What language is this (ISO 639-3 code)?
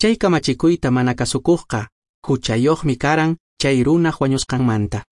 que